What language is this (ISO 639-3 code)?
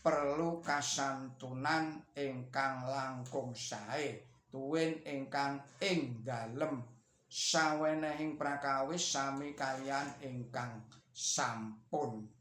jav